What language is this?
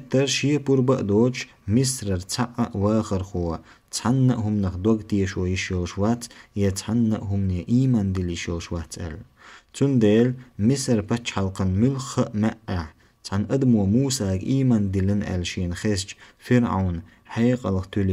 Chechen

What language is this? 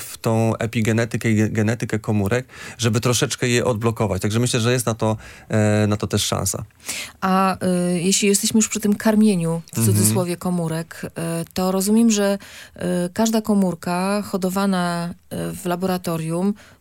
Polish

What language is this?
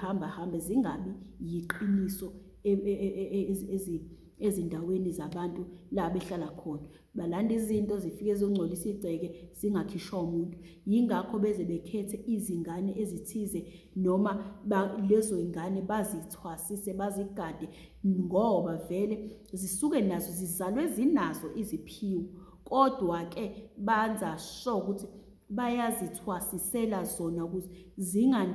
Zulu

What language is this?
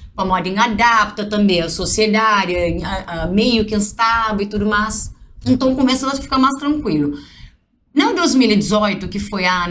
Kabuverdianu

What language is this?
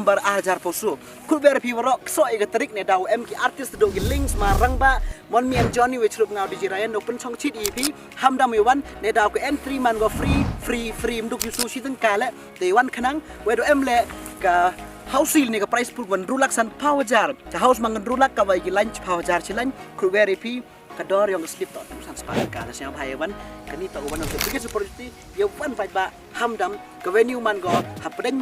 Khasi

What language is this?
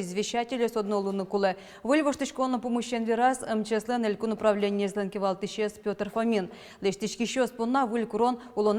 Udmurt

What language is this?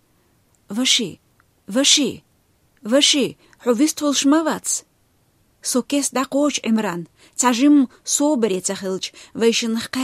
Chechen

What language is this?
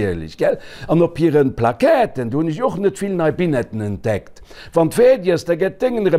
Luxembourgish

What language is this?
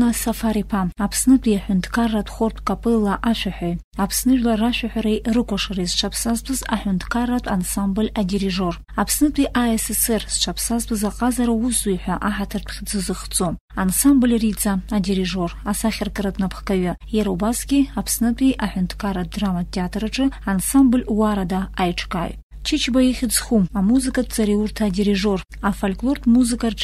Abkhazian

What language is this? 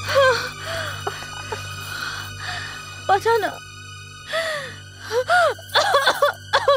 Bhojpuri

